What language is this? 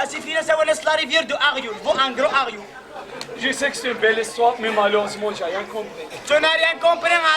Kabyle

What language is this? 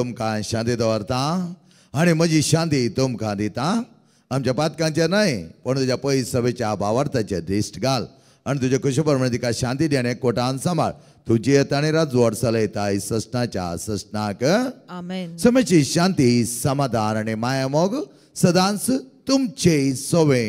Konkani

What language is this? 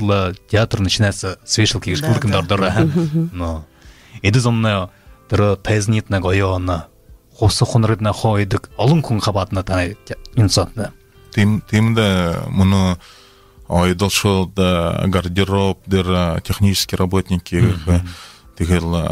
Buriat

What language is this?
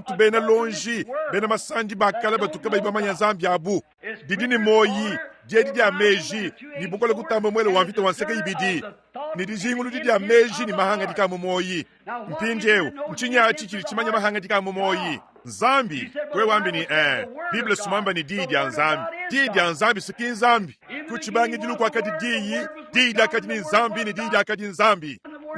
Luba-Lulua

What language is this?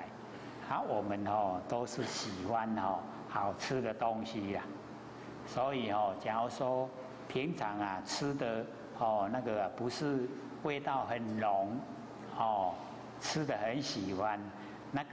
Chinese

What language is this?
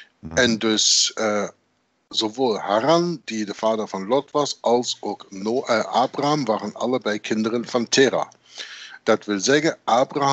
Dutch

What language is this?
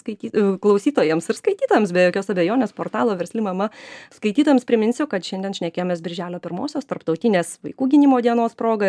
Lithuanian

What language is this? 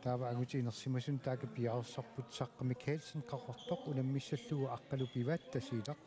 Kalaallisut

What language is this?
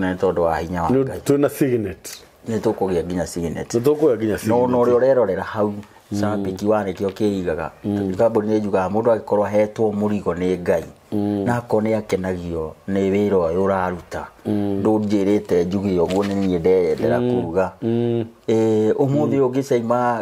Kikuyu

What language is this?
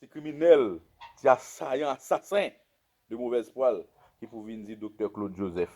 Haitian Creole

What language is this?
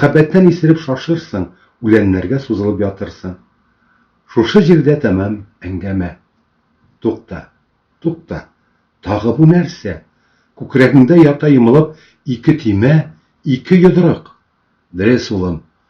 Bashkir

